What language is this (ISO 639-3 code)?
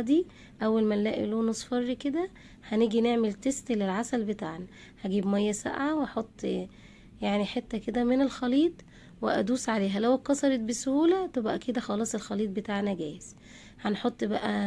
arz